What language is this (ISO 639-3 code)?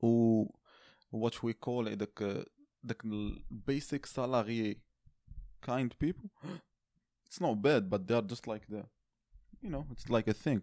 ary